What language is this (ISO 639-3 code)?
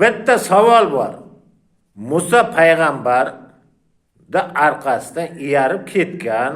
uzb